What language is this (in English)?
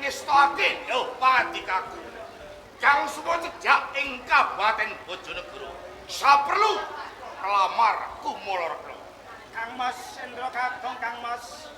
Javanese